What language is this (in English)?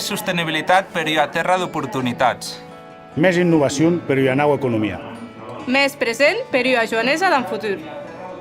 Occitan